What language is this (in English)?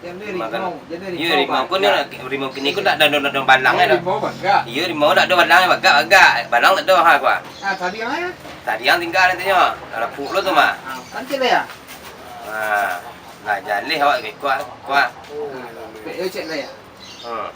Minangkabau